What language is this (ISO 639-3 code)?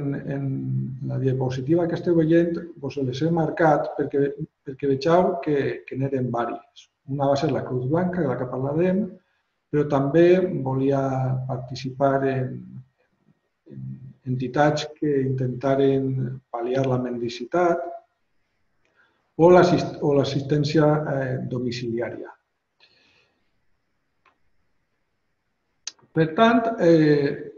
cat